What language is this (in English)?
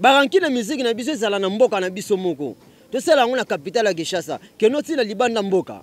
Lingala